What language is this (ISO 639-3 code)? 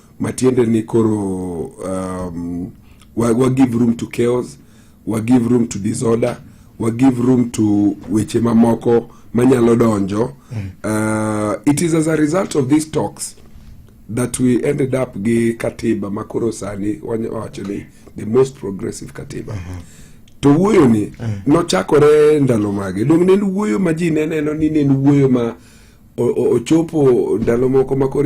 luo